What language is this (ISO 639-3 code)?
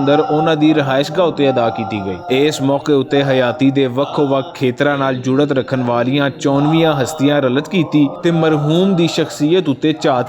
lah